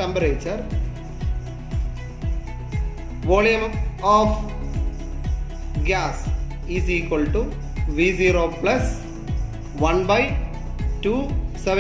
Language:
Malayalam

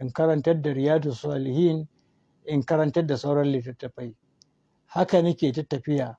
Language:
Hausa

